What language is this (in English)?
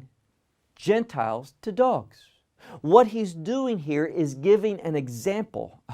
English